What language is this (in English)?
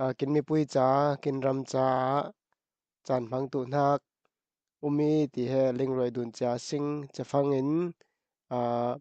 Falam Chin